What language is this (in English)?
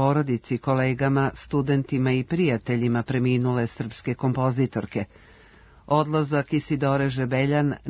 Serbian